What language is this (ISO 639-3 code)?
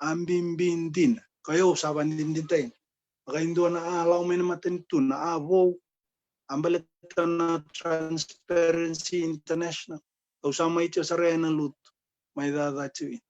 fij